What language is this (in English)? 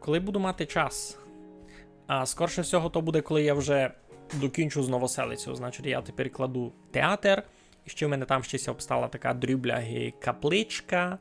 Rusyn